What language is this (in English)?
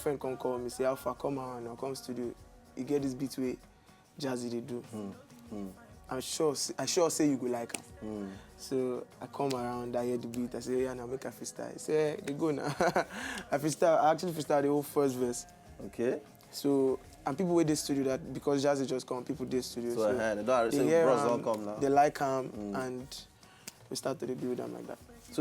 Nigerian Pidgin